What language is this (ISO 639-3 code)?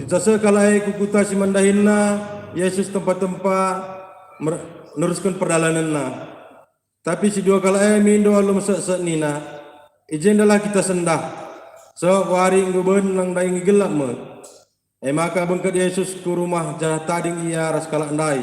btx